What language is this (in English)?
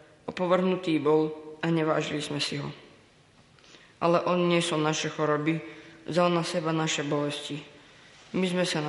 Slovak